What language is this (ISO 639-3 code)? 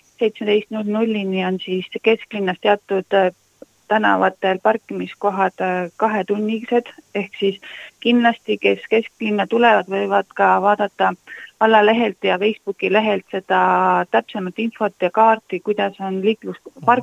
est